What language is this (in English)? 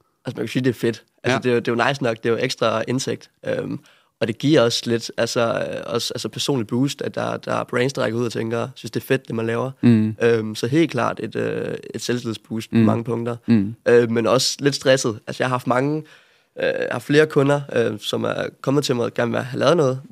Danish